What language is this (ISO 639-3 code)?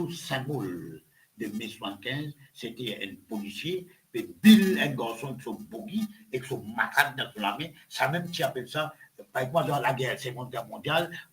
mfe